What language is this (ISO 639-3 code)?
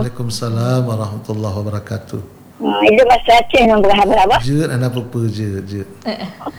ind